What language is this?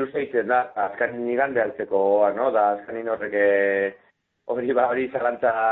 Basque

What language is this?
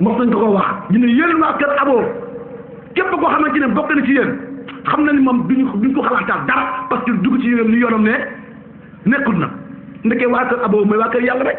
Wolof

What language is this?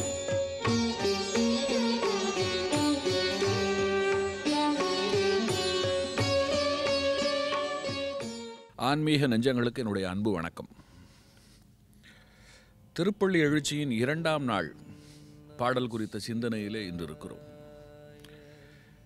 Tamil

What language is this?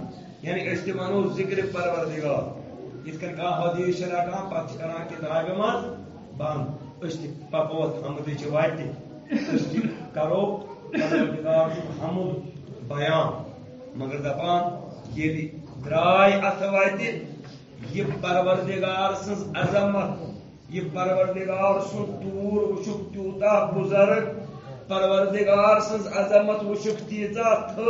Kashmiri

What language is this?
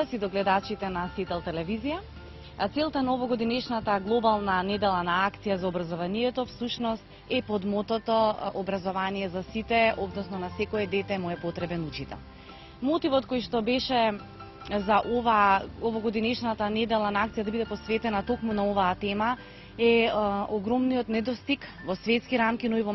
Macedonian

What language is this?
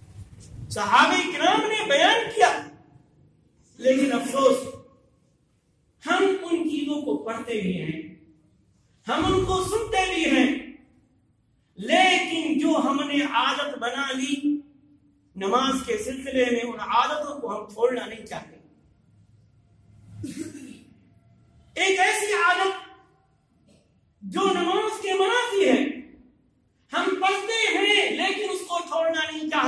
Urdu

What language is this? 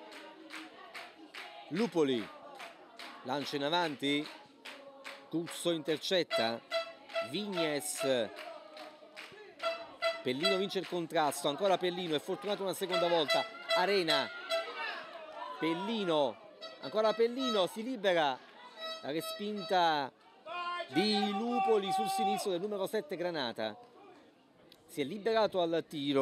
Italian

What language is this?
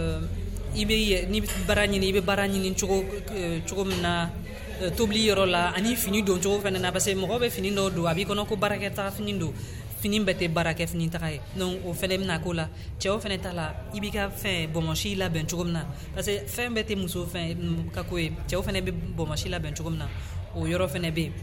Dyula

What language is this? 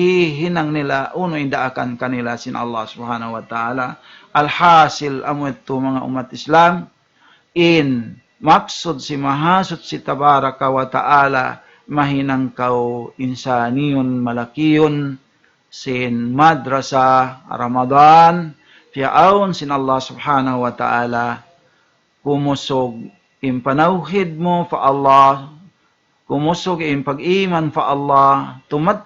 Tausug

